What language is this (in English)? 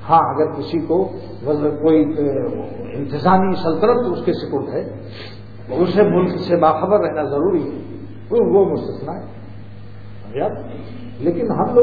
Urdu